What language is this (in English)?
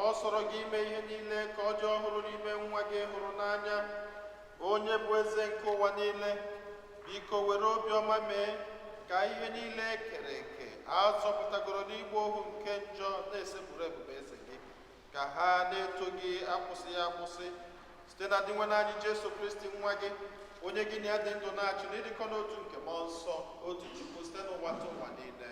Igbo